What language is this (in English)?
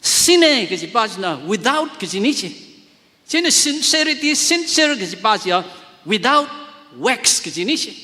Tangkhul Naga (India)